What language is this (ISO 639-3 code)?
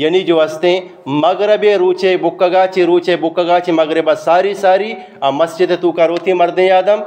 bgp